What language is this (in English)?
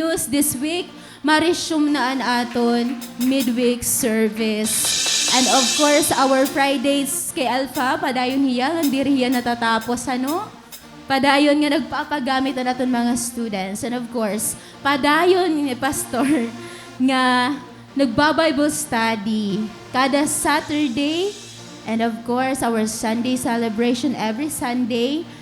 Waray